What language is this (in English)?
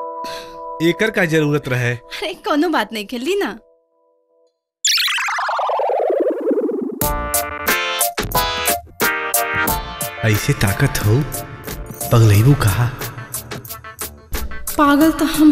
Bhojpuri